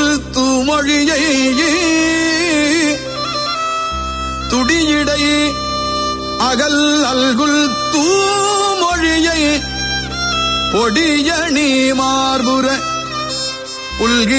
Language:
Tamil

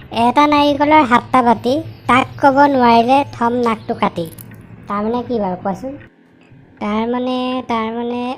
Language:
Assamese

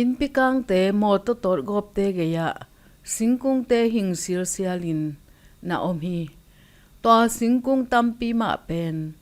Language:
Tedim Chin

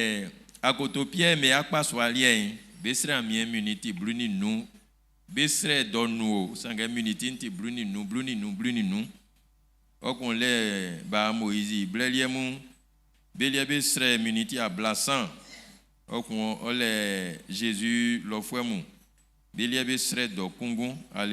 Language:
Baoulé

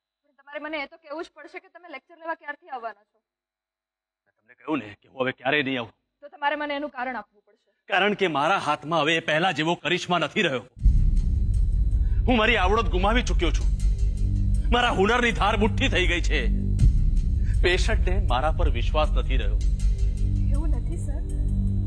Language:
Gujarati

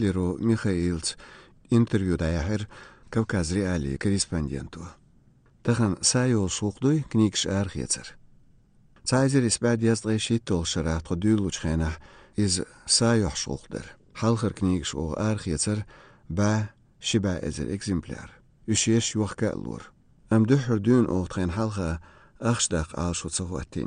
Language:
Chechen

